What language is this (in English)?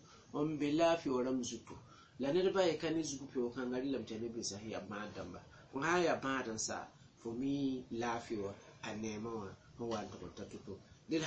Mossi